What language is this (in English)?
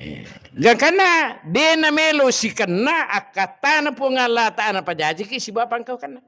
Buginese